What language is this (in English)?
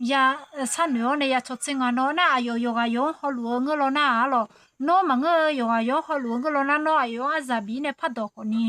Akha